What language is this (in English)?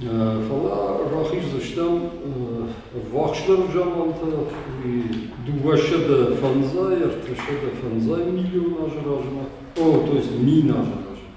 Ossetic